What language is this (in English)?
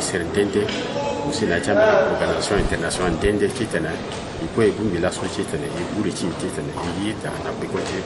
Sango